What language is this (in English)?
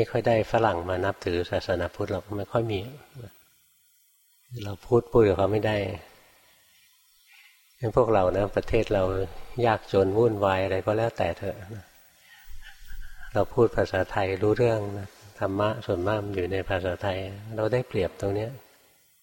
Thai